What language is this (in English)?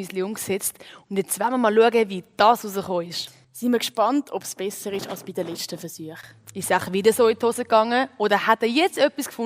Swiss German